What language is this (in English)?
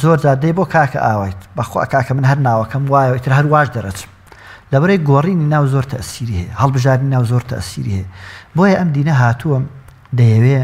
Central Kurdish